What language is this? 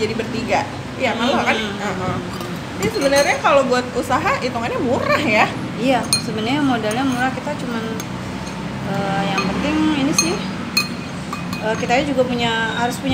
Indonesian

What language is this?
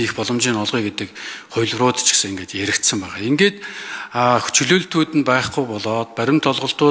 Mongolian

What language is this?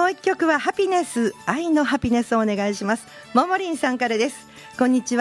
Japanese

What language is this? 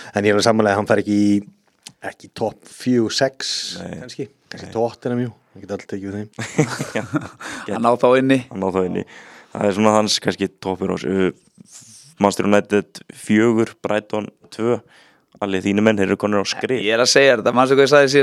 Icelandic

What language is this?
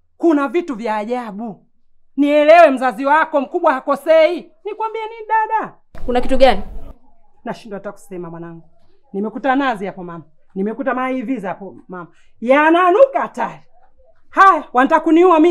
Swahili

